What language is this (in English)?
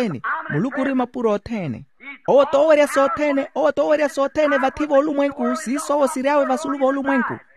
Makhuwa